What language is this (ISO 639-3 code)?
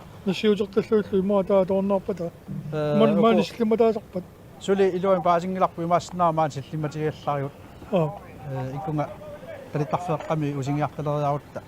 kal